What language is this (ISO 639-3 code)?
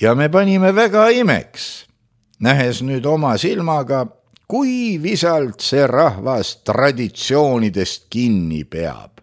est